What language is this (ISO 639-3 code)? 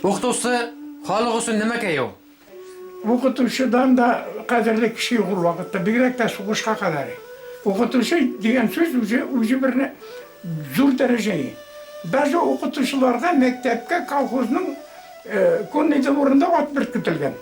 bak